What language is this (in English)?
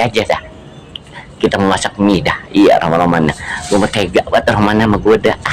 Betawi